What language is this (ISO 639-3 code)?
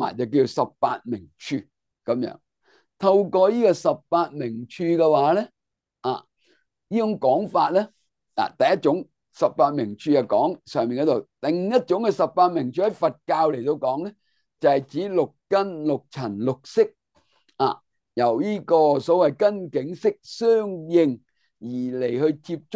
yue